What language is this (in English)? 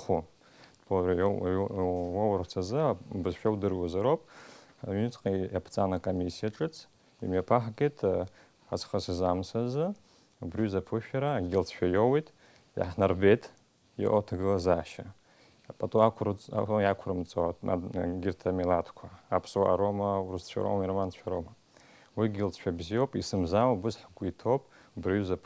Abkhazian